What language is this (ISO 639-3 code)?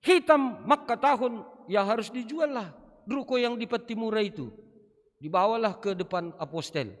bts